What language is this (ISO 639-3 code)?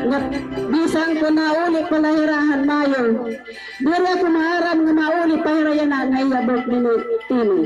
war